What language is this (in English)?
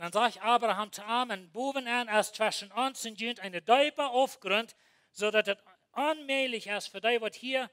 Plautdietsch